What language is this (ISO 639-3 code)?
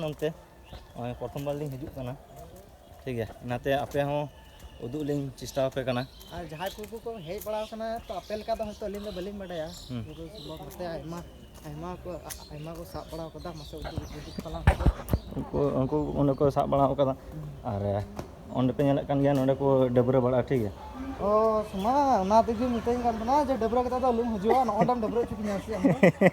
sat